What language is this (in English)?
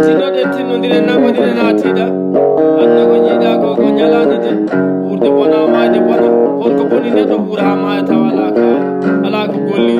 Fula